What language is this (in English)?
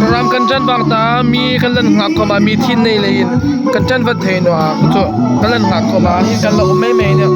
Hmar